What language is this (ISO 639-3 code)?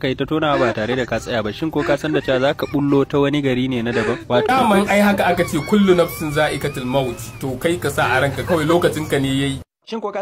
hau